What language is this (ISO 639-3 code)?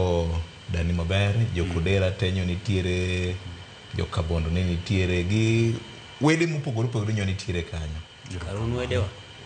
luo